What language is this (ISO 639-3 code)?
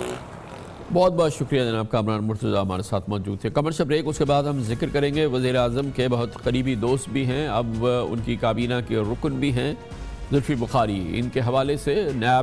urd